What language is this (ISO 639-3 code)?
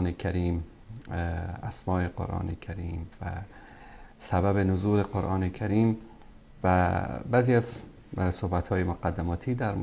fas